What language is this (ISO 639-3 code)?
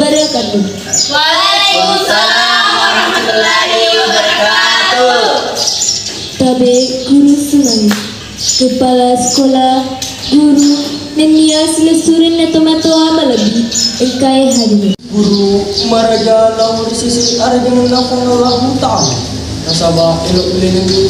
bug